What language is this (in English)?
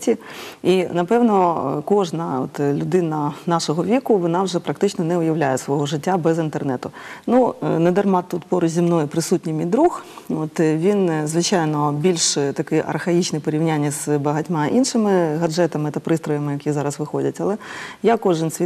Ukrainian